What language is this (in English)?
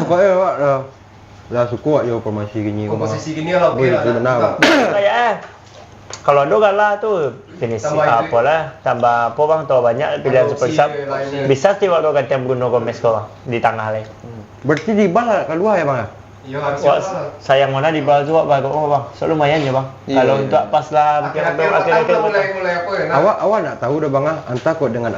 Minangkabau